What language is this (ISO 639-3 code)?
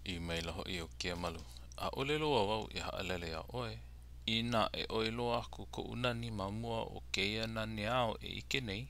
haw